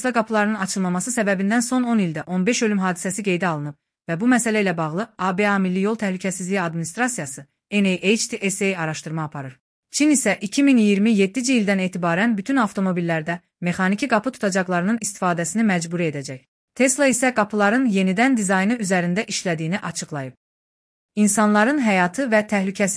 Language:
Azerbaijani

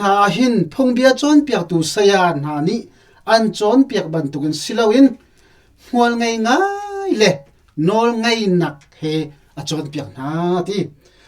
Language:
Hakha Chin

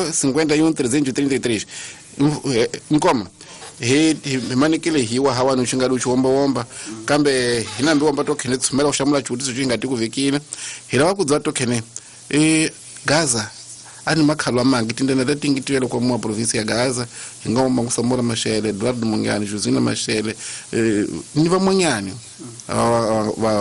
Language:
Tsonga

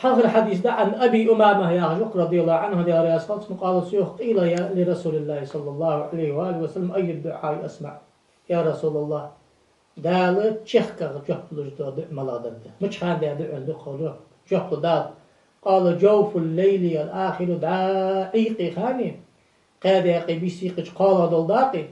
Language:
Ingush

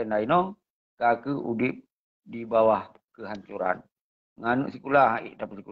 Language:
Achinese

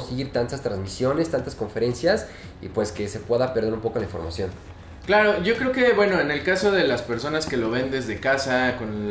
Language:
Spanish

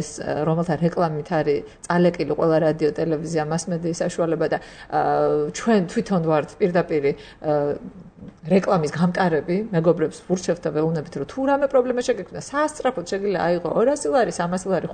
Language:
Georgian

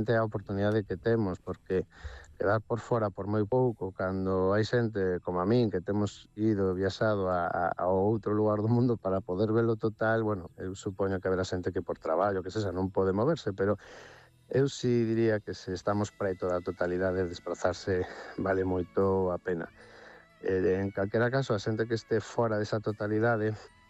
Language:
Galician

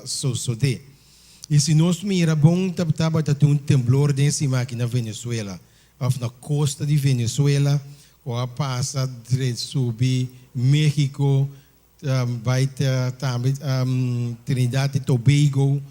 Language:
Papiamento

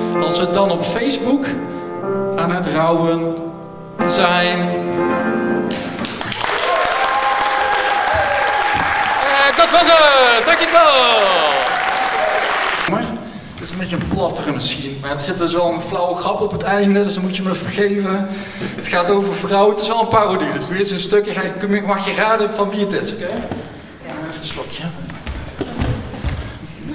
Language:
Dutch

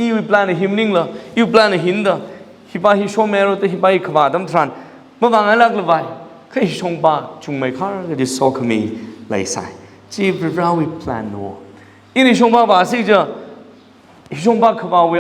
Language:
Tangkhul Naga (India)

